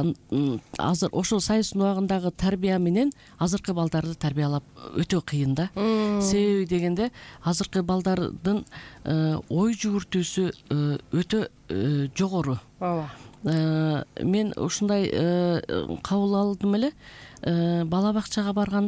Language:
Kyrgyz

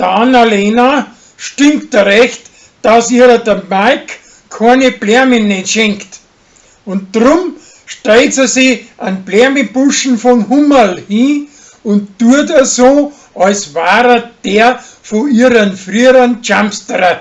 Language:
Bavarian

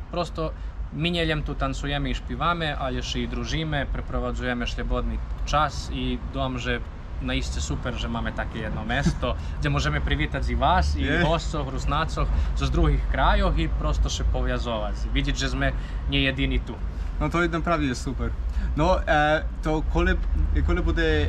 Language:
Rusyn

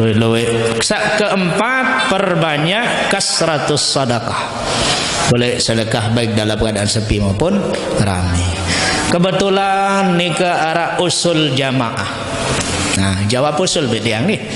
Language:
Sasak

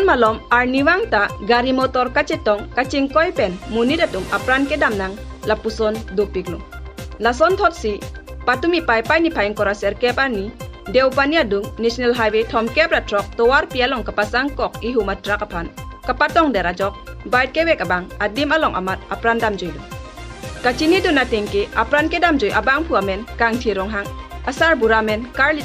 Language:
Karbi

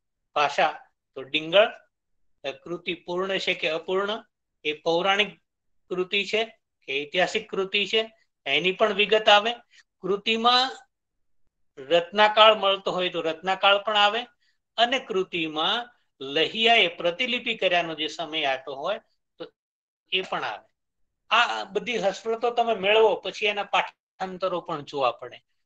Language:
Gujarati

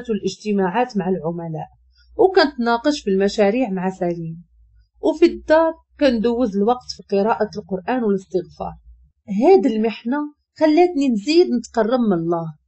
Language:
Moroccan Arabic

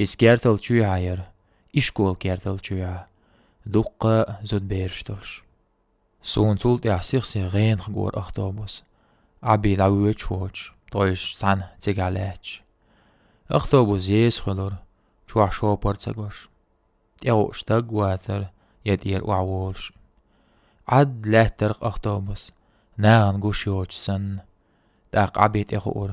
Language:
Chechen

